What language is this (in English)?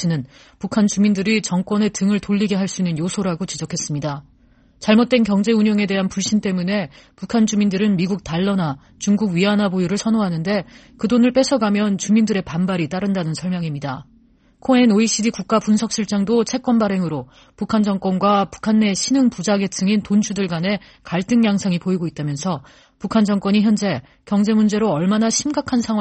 Korean